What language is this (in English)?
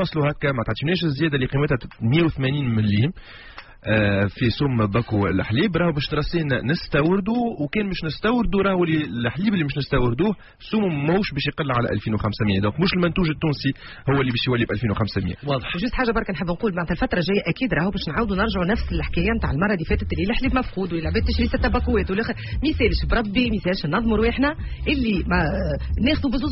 Tunisian Arabic